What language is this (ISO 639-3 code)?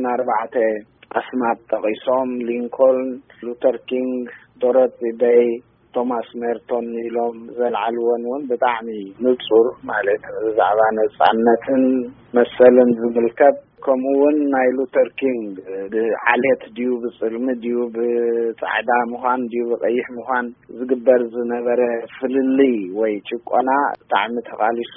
tir